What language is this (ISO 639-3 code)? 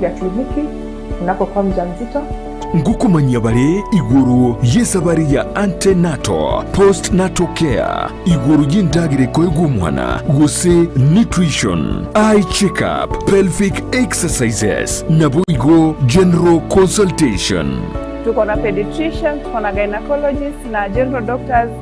guz